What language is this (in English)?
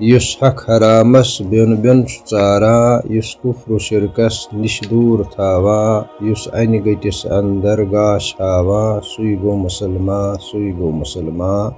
Kashmiri